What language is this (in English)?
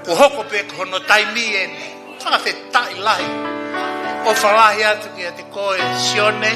Tongan